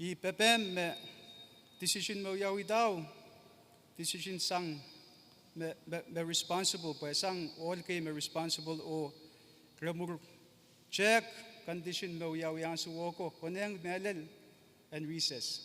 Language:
Pohnpeian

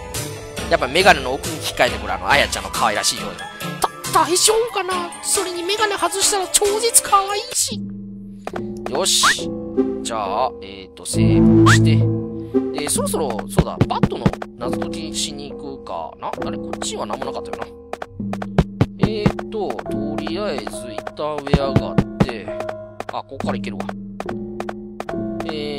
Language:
Japanese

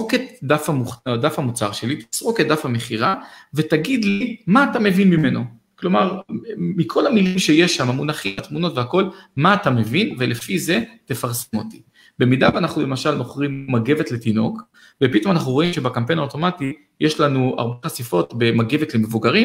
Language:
Hebrew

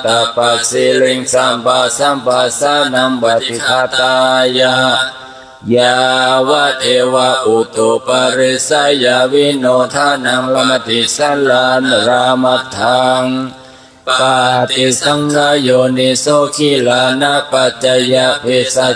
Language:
Pali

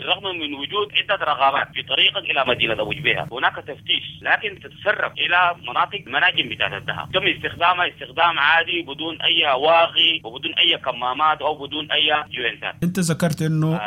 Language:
Sudanese Arabic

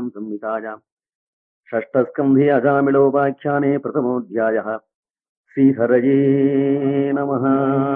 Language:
Sanskrit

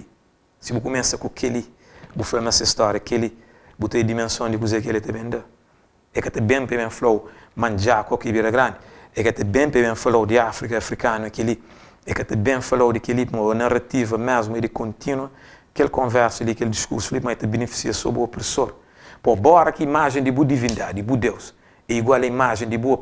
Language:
Kabuverdianu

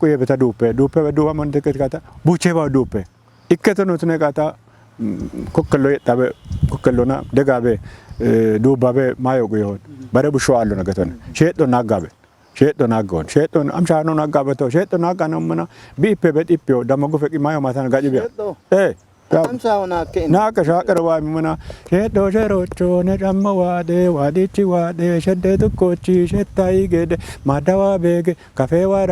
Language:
Kafa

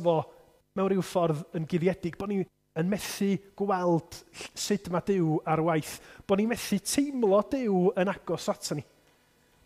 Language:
Welsh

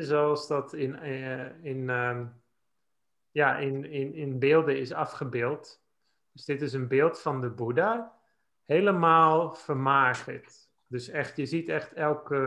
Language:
Dutch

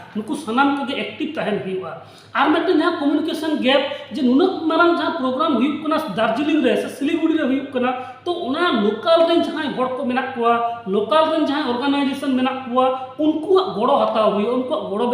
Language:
Santali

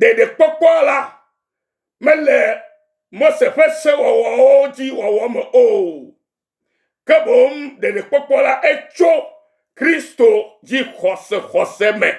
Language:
Ewe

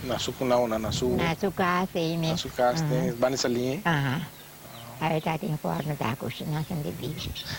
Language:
Papiamento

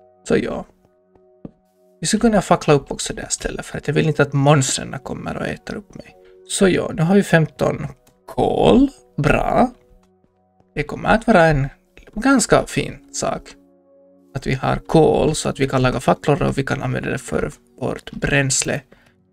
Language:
Swedish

